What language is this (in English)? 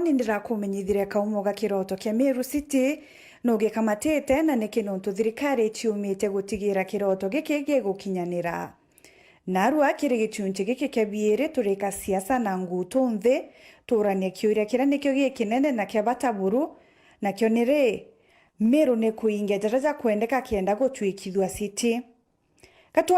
Meru